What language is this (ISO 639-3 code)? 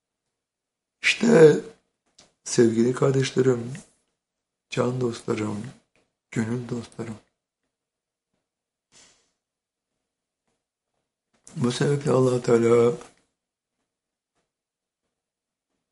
tur